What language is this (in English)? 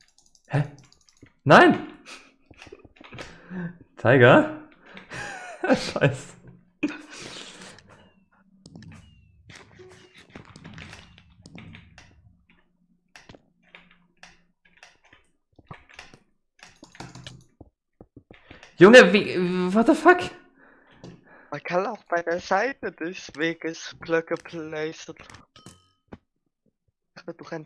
German